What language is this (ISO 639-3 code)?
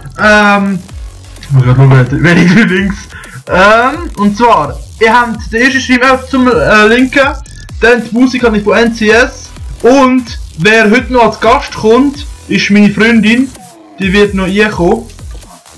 gsw